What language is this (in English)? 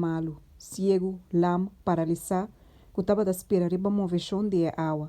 Papiamento